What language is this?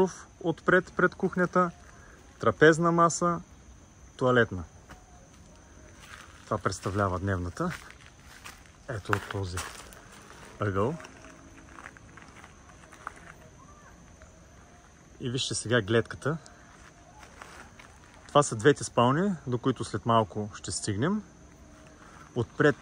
Bulgarian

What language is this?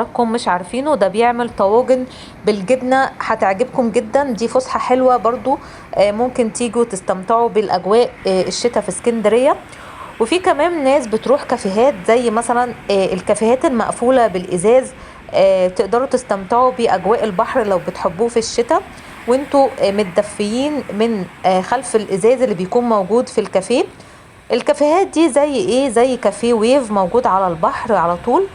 Egyptian Arabic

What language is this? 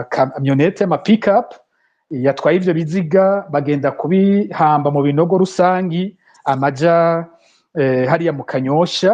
Rundi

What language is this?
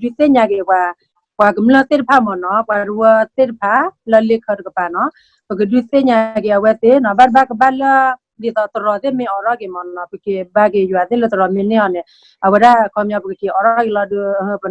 S'gaw Karen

